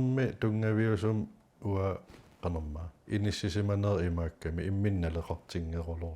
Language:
Kalaallisut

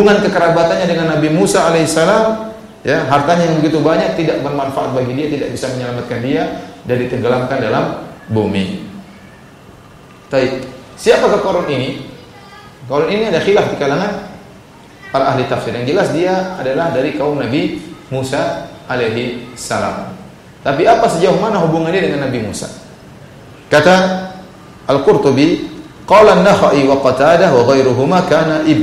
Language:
Indonesian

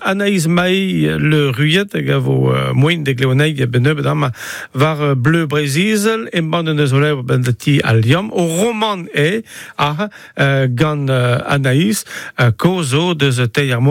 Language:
Breton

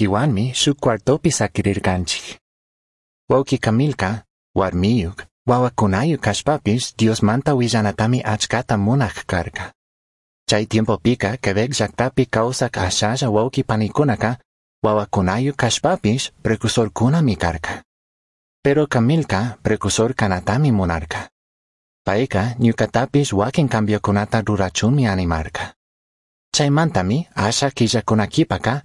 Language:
Chimborazo Highland Quichua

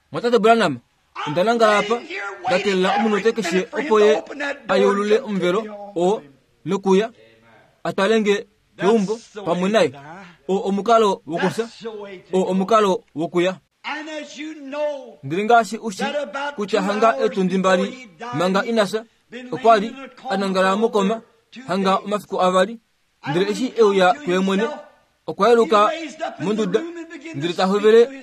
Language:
Kuanyama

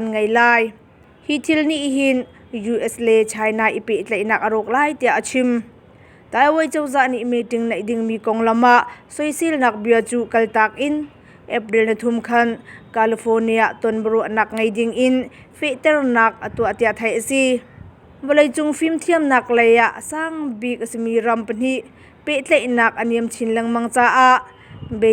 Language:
Hakha Chin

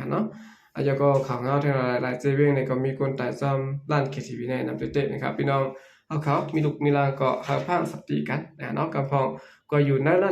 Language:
Shan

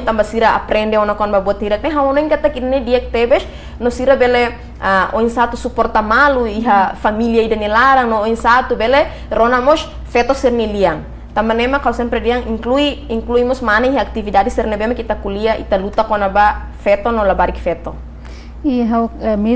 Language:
Tetum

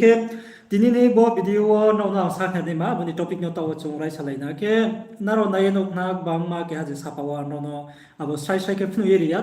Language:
Riang (India)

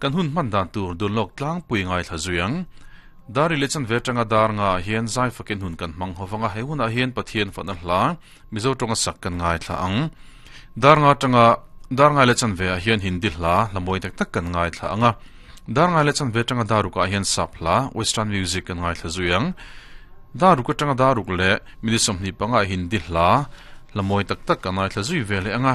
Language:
Mizo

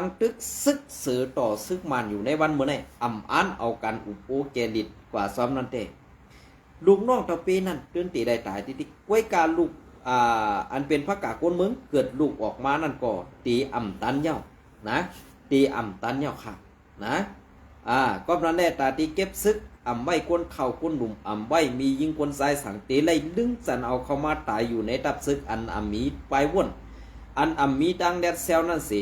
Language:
Shan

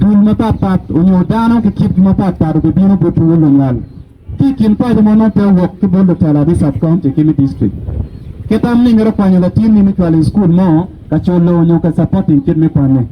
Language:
Acoli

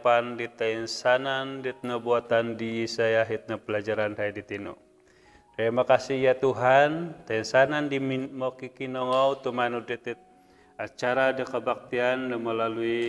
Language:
Central Dusun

